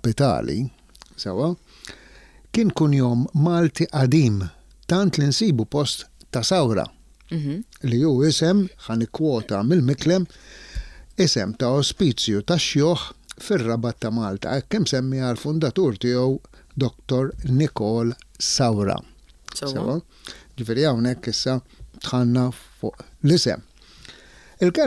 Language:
Maltese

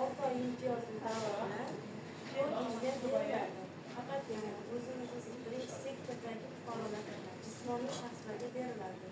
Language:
Uzbek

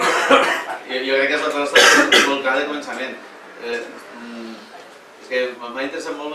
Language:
Catalan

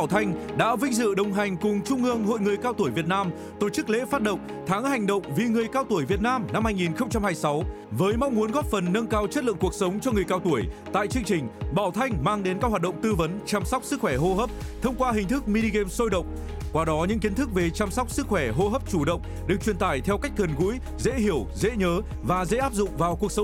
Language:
Vietnamese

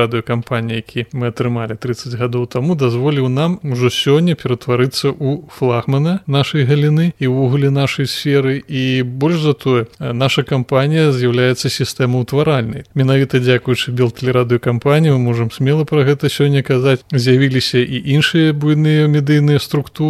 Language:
Belarusian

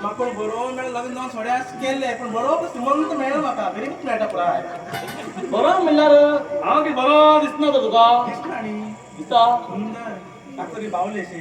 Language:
Konkani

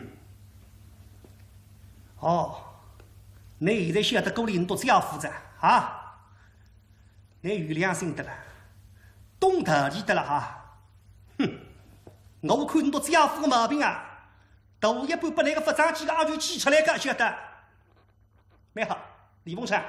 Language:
Wu Chinese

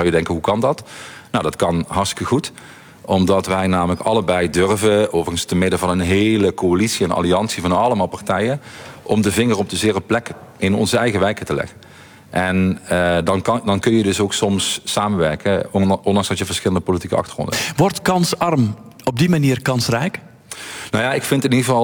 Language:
Dutch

